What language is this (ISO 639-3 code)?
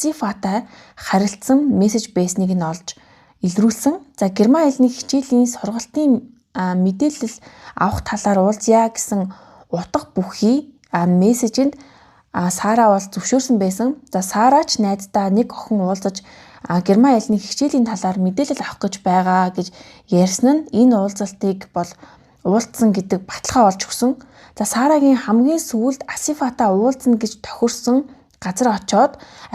mon